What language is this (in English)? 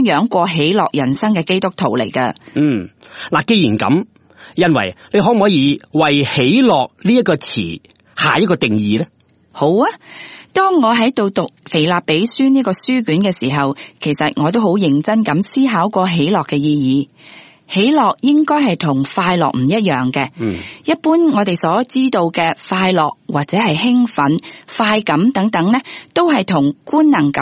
Cantonese